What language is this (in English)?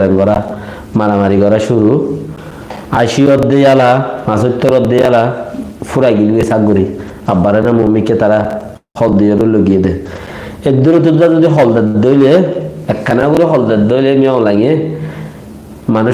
Rohingya